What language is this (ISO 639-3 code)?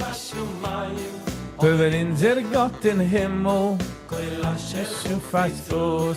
yid